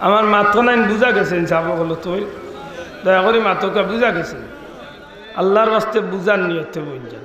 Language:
Sylheti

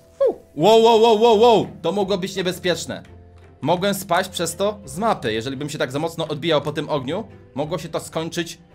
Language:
Polish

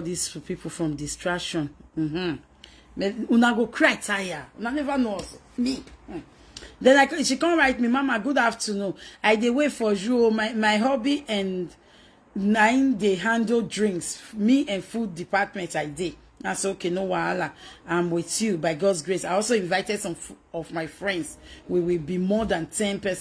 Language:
Nigerian Pidgin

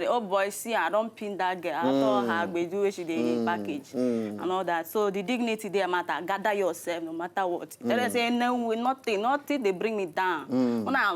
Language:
Nigerian Pidgin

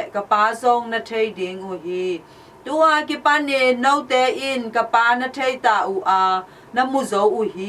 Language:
Tedim Chin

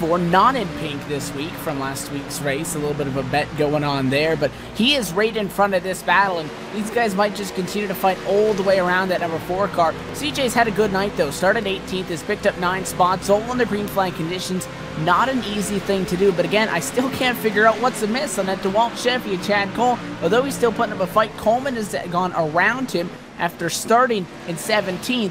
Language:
English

